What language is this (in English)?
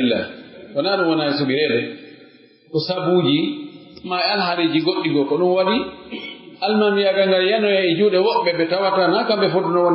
Pular